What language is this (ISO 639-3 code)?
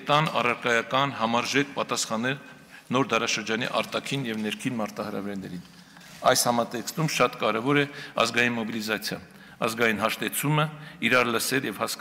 hye